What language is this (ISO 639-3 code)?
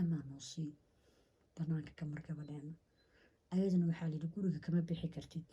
som